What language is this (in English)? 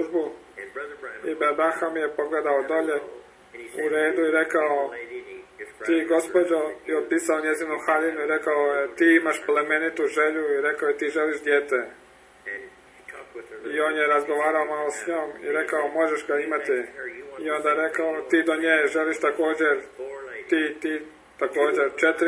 Croatian